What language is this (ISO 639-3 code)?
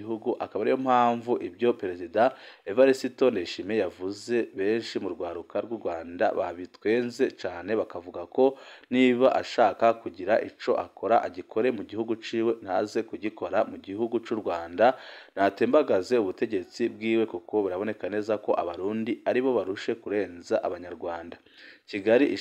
run